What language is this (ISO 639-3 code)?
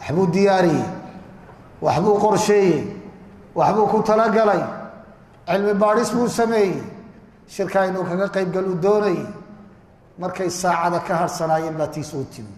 som